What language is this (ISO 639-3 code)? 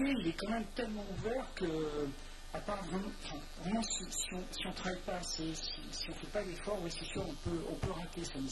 fra